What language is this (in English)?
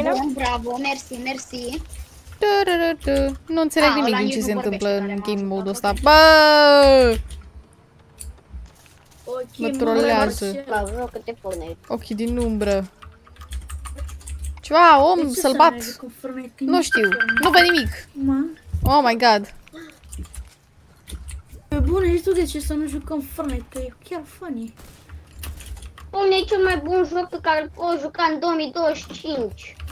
Romanian